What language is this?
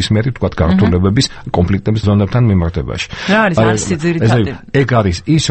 Georgian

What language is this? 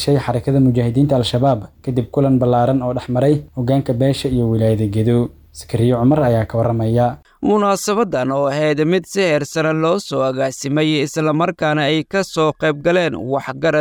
Somali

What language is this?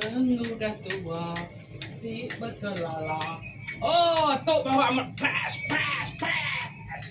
Iban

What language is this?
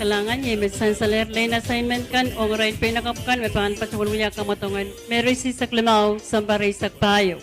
Pohnpeian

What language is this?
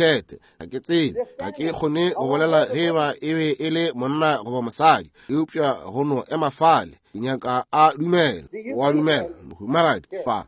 Northern Sotho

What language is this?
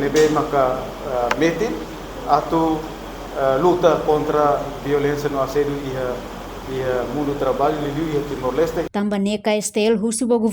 Tetum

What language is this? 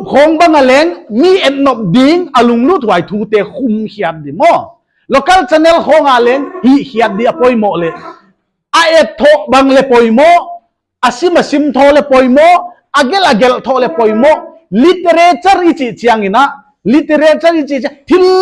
Paite Chin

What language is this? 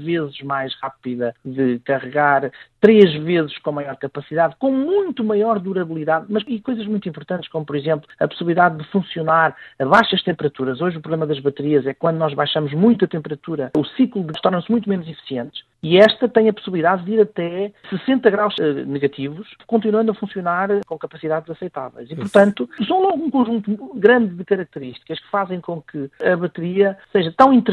Portuguese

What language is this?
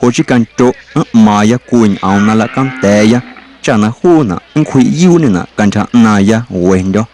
Guerrero Amuzgo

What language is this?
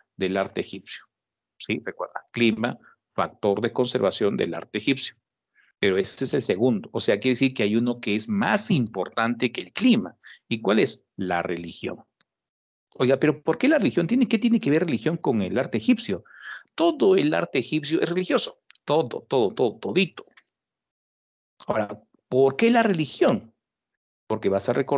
Spanish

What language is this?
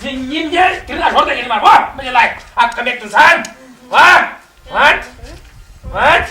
Chuvash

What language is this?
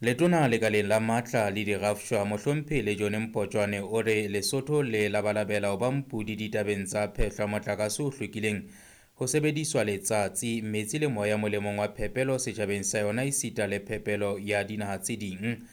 Southern Sotho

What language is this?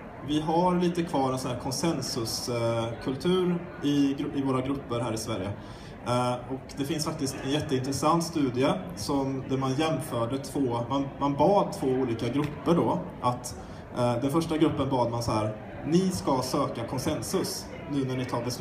Swedish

